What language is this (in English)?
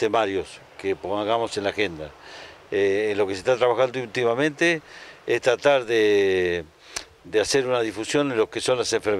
Spanish